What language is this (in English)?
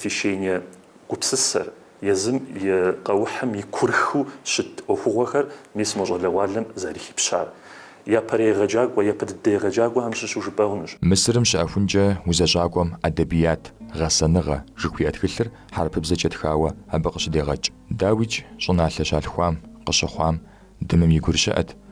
Kabardian